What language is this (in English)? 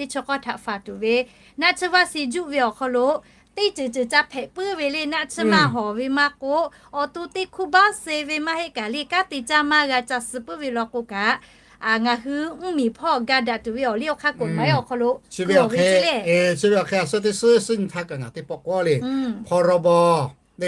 Lahu